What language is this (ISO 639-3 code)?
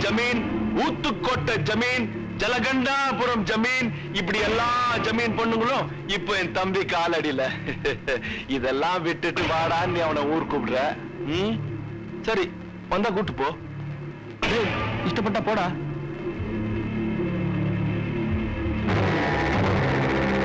tam